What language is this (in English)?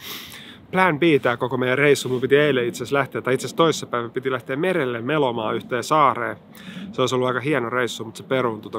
Finnish